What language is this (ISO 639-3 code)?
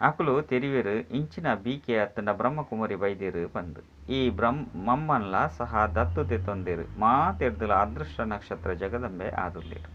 tcy